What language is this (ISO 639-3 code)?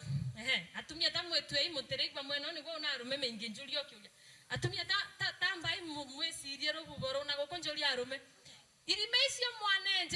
kik